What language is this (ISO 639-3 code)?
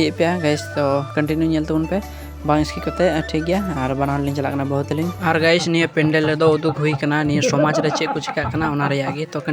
sat